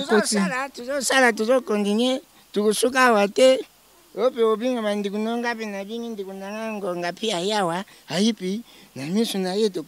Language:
Lingala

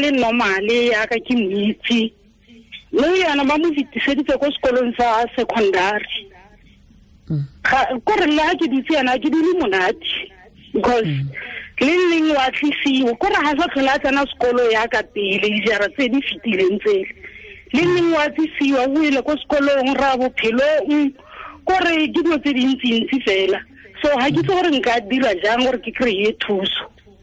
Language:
Tswana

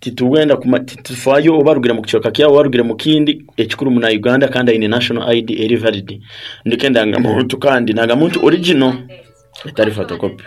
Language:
Nyankole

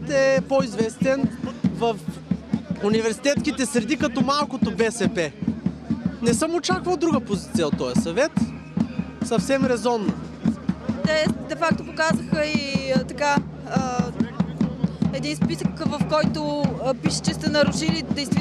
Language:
Bulgarian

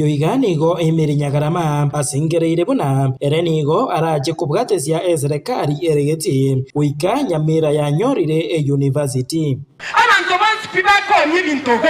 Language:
Gusii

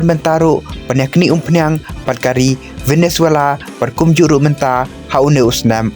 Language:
Khasi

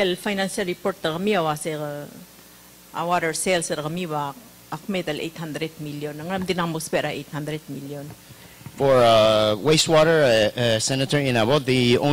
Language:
Palauan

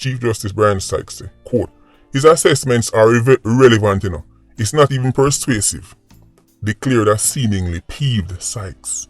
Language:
Jamaican Creole English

